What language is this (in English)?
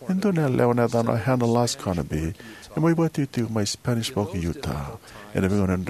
Fijian